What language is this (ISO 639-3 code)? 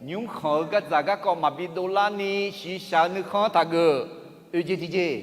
ahk